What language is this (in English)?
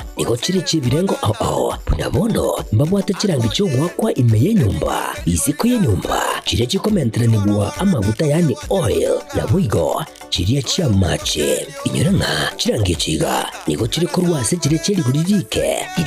Gusii